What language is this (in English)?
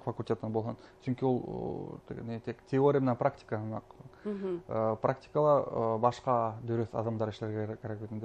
Bashkir